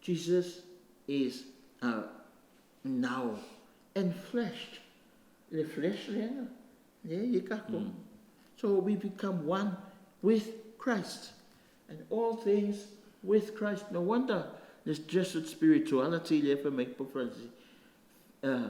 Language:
Samoan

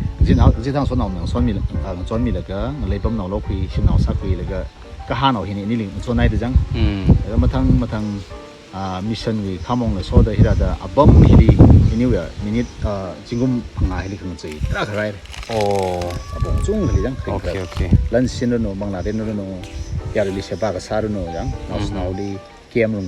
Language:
Tangkhul Naga (India)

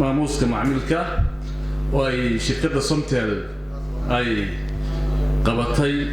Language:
Somali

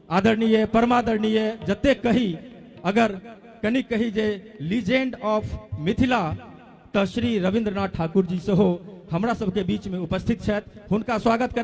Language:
Maithili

